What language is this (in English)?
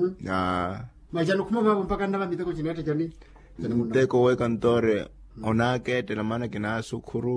Makhuwa